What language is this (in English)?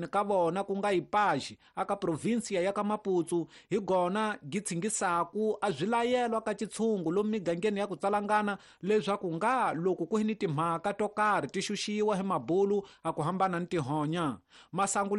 Tsonga